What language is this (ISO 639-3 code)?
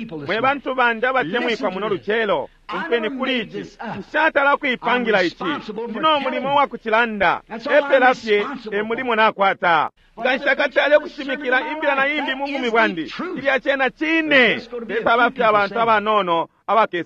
bem